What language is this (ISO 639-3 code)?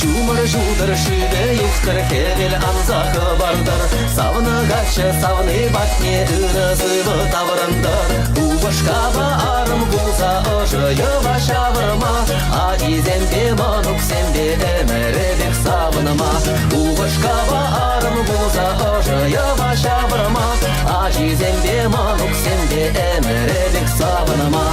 chv